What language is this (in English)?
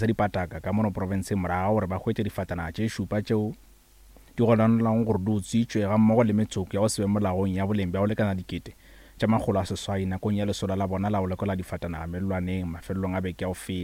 Northern Sotho